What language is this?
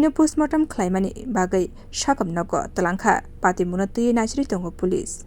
Kok Borok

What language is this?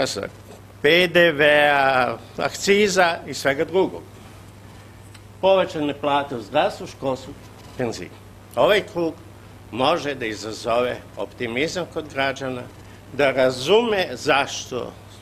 Serbian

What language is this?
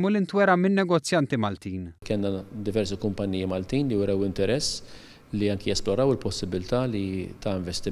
Maltese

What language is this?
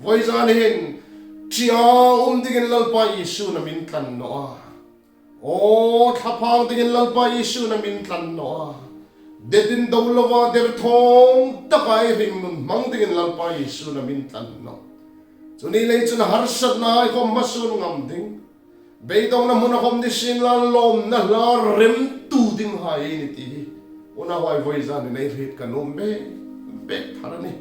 Hmar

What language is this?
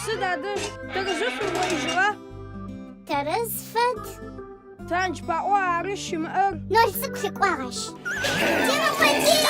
Adyghe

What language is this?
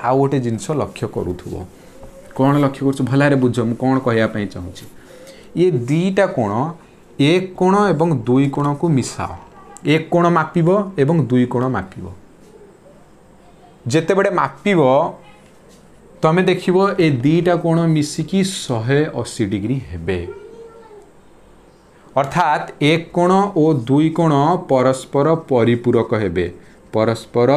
Odia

